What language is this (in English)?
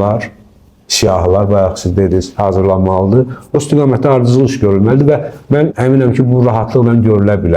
Azerbaijani